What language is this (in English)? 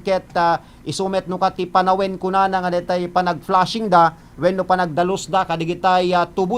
Iloko